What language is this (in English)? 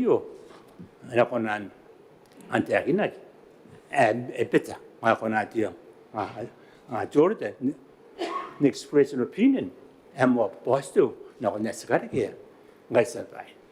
Gilbertese